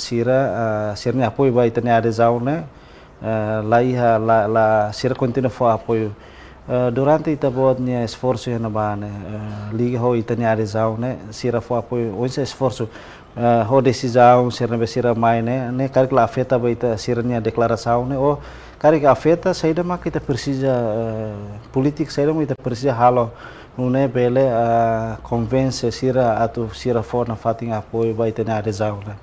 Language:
Tetum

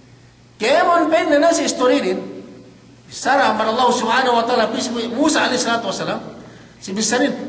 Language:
Yakan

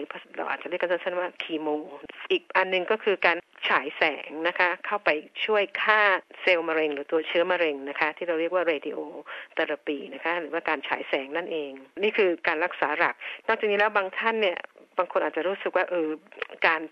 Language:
Thai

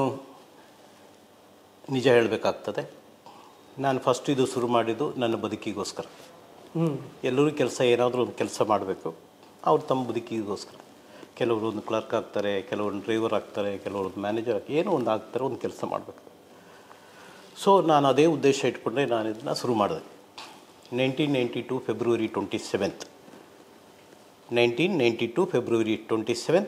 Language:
Kannada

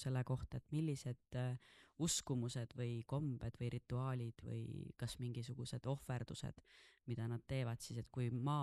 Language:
Estonian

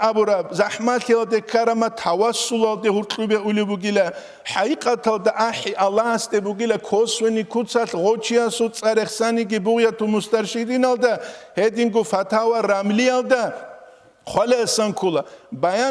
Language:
Avaric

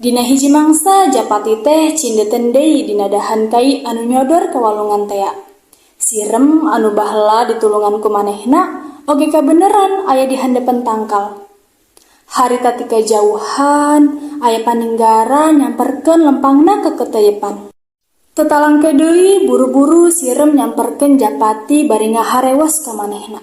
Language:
Sundanese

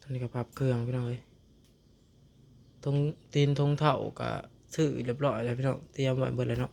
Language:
Lao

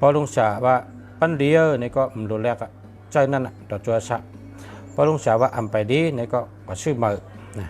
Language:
Shan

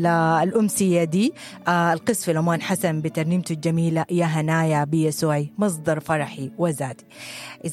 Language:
Sudanese Arabic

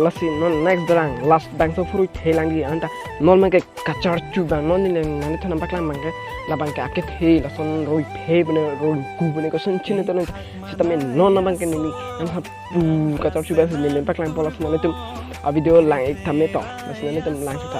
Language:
Karbi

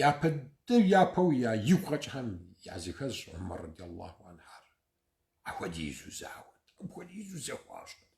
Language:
Kabardian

